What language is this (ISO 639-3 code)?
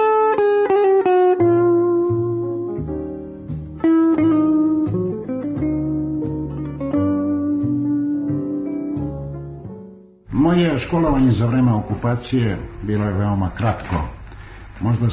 srp